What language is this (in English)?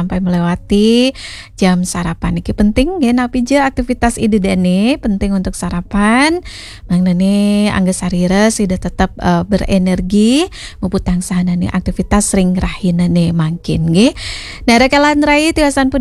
Balinese